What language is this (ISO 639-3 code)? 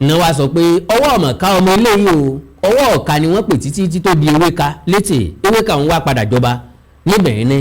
yor